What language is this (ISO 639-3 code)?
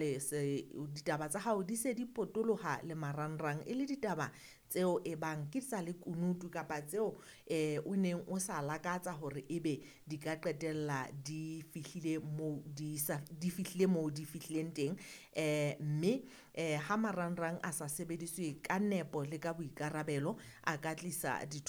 sot